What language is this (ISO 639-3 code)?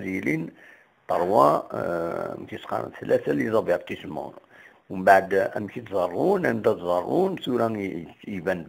kab